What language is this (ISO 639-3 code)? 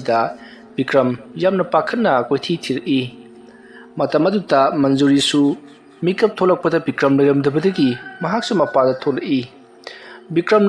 mni